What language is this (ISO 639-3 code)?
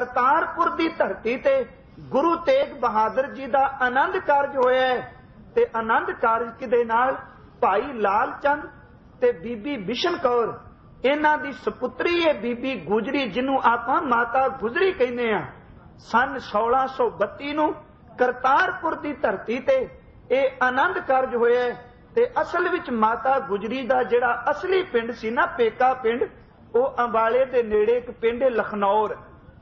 pan